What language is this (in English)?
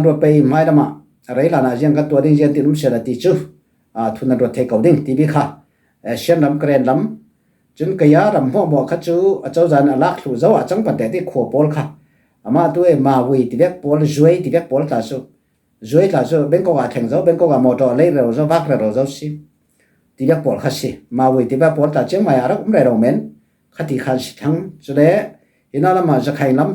Falam Chin